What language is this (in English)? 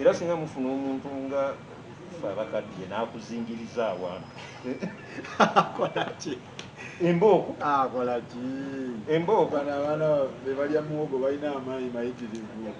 Ganda